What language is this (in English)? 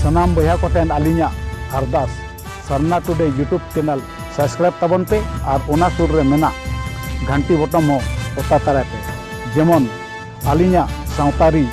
Santali